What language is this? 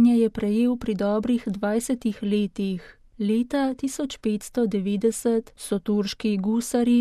Slovenian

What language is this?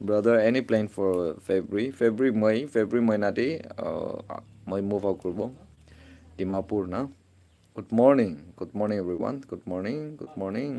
Naga Pidgin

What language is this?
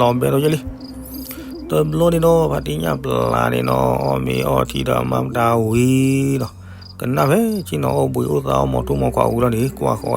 S'gaw Karen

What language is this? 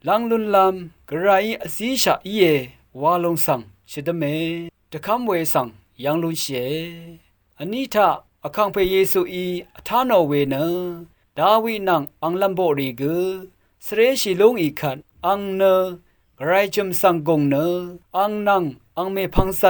Rawang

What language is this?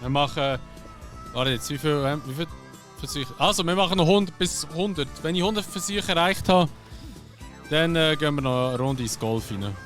Swiss German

